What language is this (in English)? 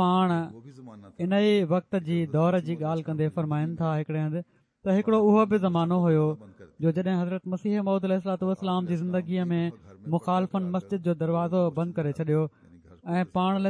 Sindhi